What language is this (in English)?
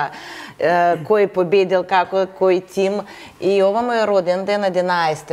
Macedonian